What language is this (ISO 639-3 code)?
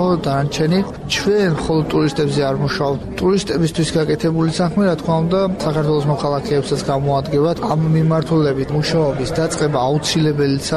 kat